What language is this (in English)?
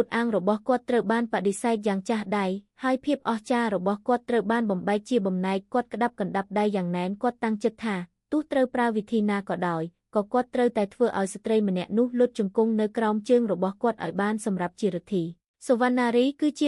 Khmer